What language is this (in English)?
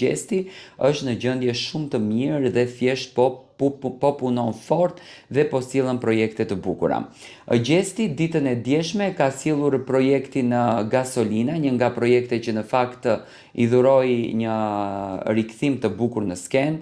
Albanian